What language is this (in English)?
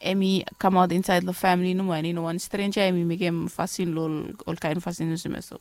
Bislama